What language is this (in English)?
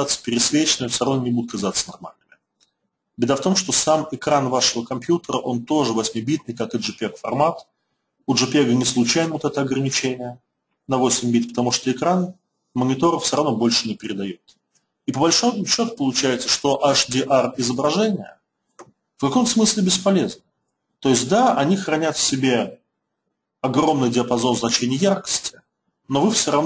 Russian